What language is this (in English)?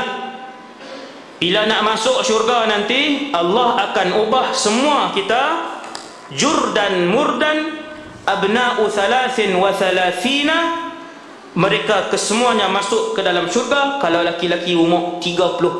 Malay